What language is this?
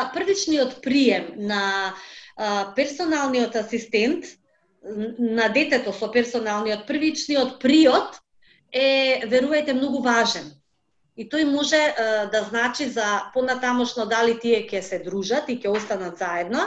Macedonian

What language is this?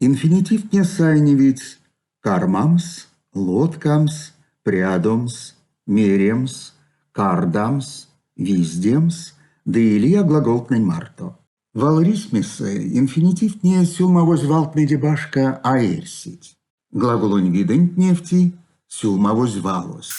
Erzya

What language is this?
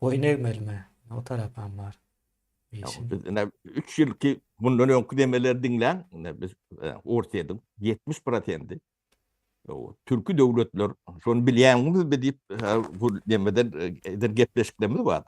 Turkmen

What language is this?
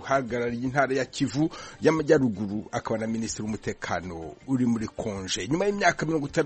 Kinyarwanda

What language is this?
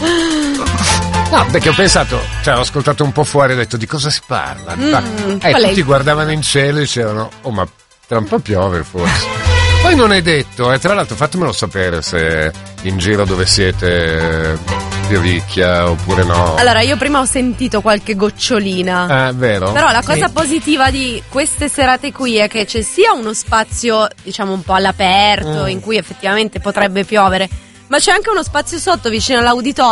Italian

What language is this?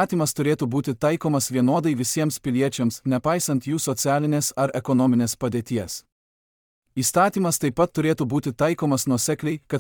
Lithuanian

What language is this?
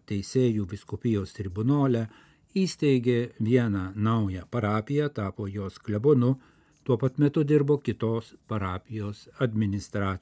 Lithuanian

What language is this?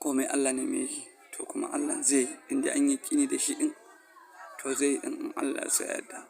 Hausa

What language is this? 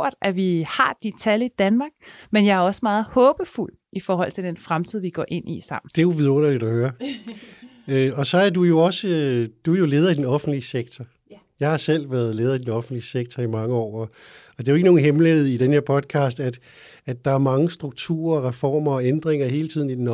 Danish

